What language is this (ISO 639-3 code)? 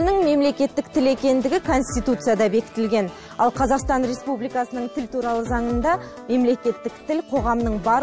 kaz